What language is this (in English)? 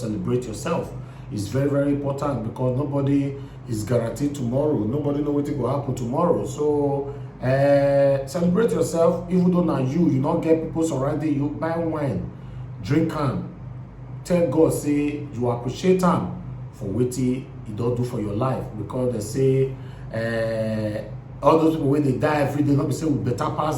Nigerian Pidgin